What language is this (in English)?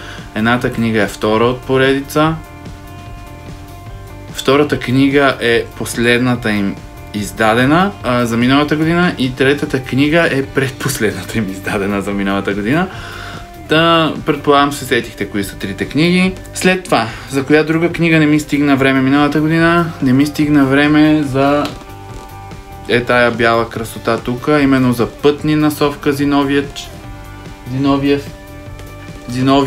Bulgarian